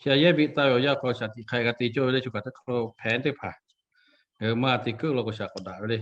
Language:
Lahu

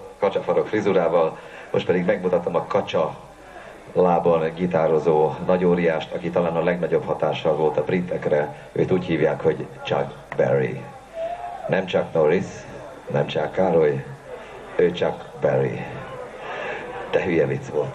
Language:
Hungarian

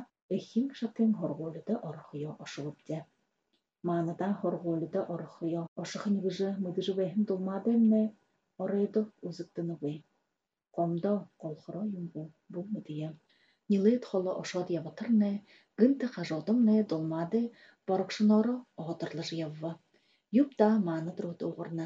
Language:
Buriat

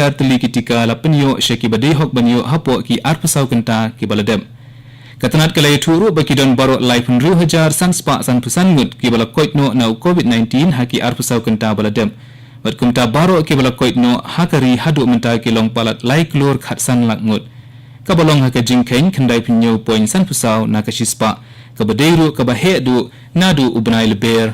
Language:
Khasi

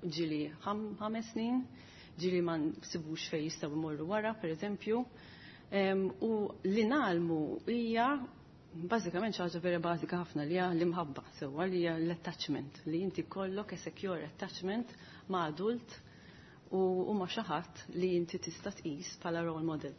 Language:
Maltese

